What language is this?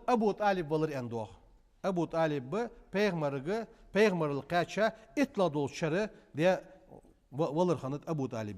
Ingush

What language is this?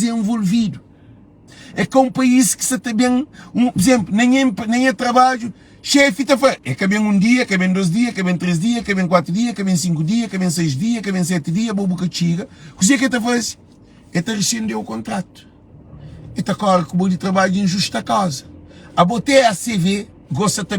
Kabuverdianu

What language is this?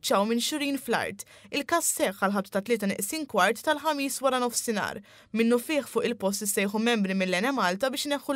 Maltese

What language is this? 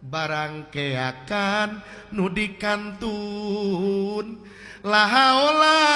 Sundanese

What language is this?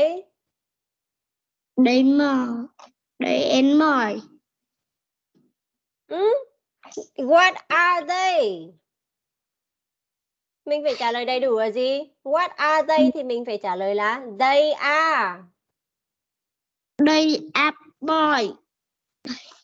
Vietnamese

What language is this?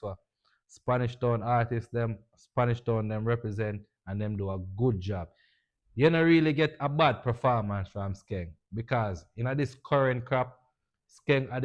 Jamaican Creole English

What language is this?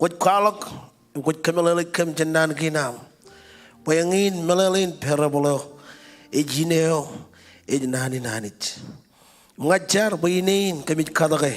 Marshallese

